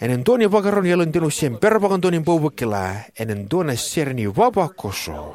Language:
Fijian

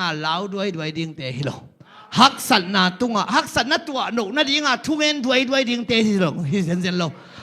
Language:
Tedim Chin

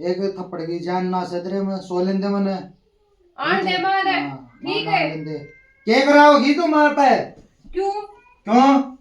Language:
Haryanvi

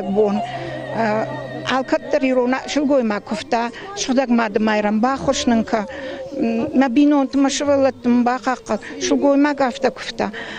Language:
Ossetic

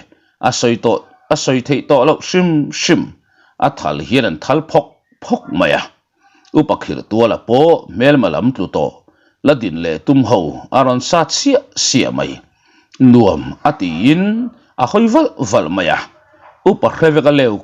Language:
Mizo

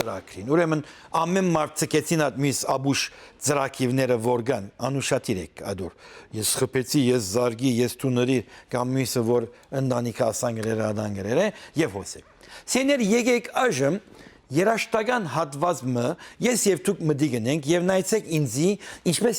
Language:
Western Armenian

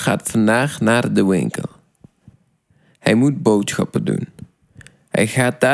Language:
Dutch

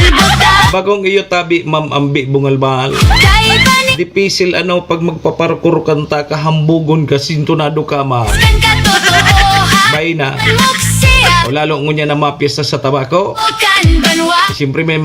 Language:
Bikol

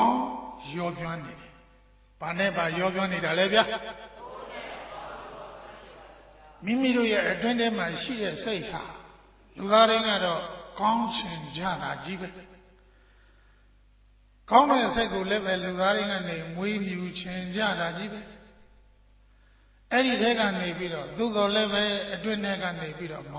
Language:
Burmese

